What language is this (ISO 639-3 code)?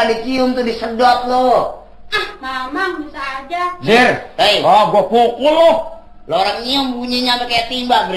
bew